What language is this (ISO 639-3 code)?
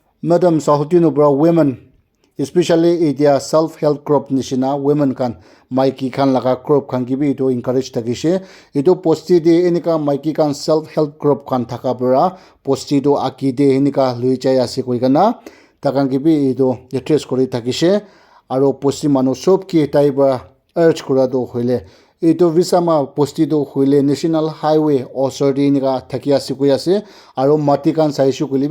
nag